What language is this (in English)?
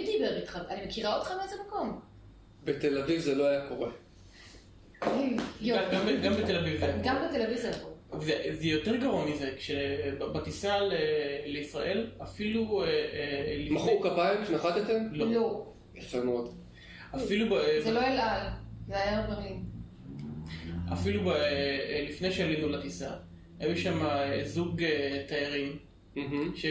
Hebrew